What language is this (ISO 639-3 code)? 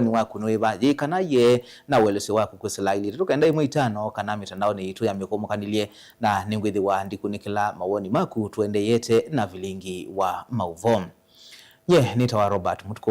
kam